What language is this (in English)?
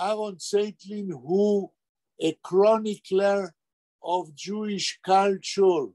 Yiddish